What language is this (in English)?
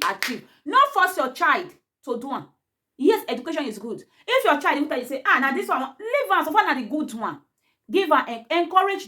Nigerian Pidgin